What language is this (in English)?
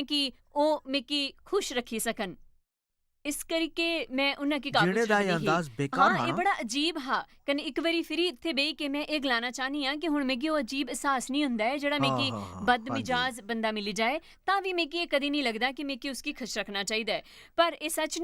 Dogri